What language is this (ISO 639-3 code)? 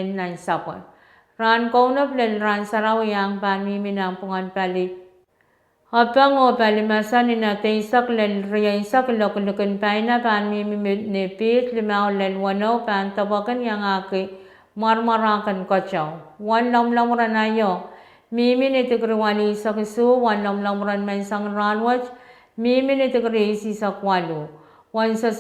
pon